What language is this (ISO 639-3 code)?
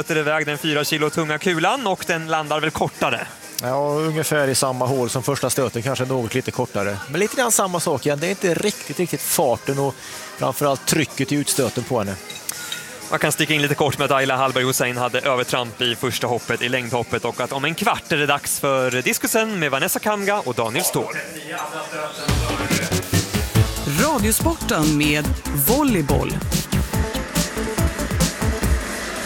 swe